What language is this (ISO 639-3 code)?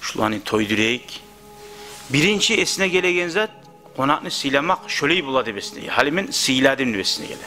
kum